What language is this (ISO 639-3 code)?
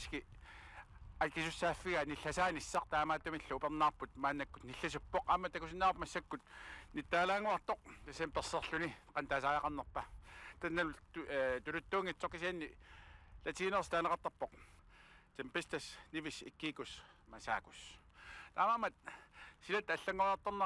kal